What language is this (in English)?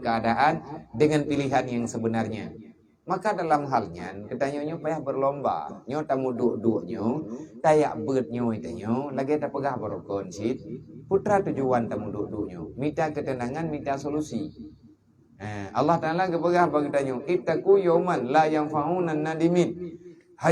Achinese